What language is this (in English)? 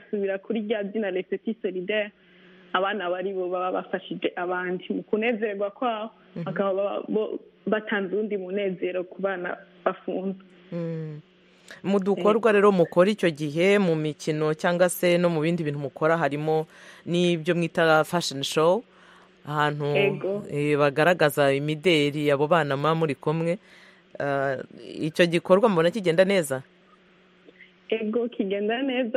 Kinyarwanda